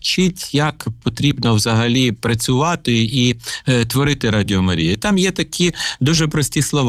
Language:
Ukrainian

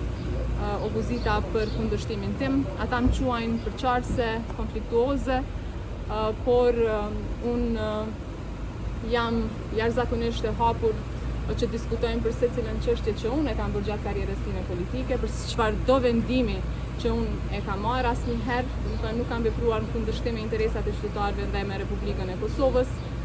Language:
Albanian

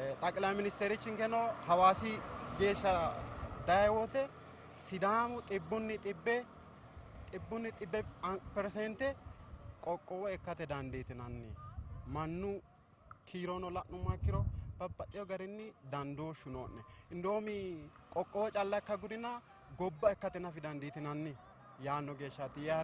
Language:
Sidamo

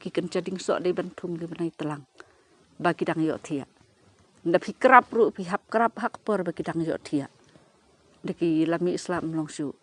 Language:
Khasi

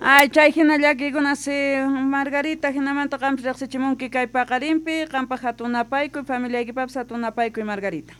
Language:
Quechua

